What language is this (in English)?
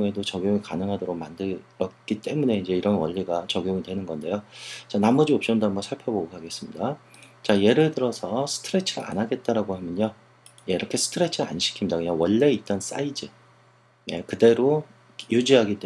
Korean